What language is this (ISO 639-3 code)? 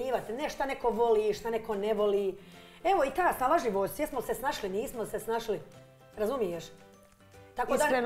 bos